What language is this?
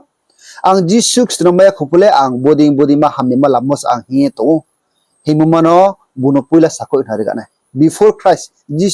Riang (India)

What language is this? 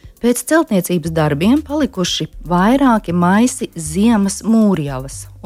Latvian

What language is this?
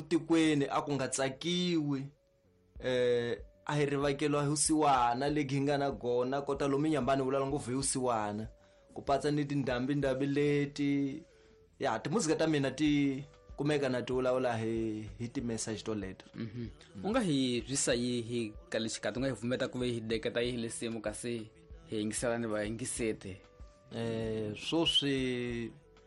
Tsonga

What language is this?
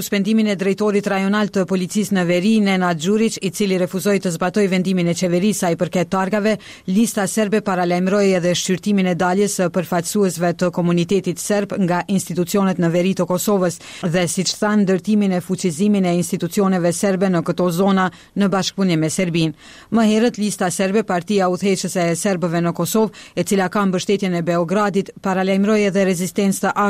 Albanian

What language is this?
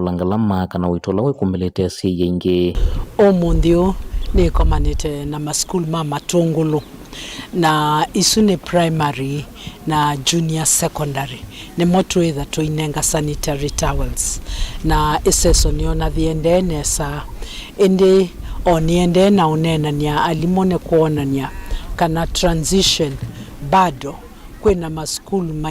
Kamba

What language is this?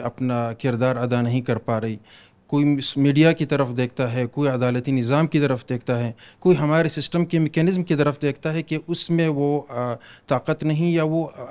Urdu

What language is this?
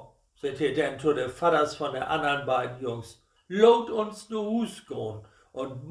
Low German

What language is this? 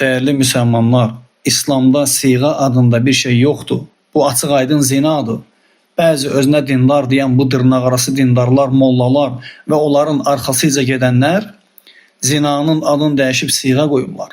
Azerbaijani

